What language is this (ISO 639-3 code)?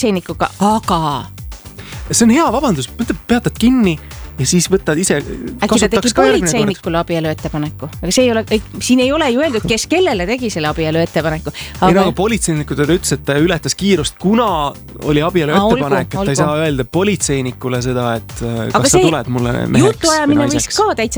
est